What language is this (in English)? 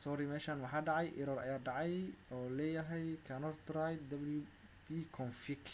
Somali